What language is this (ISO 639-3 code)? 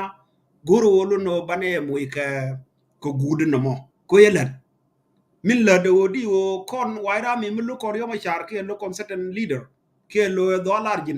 nus